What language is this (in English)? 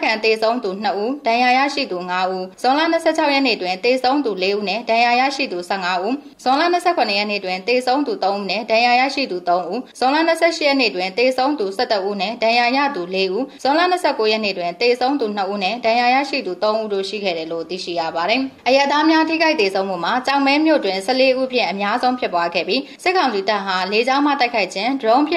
Burmese